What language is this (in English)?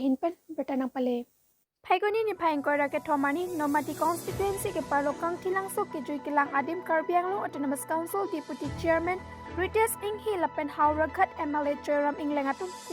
Karbi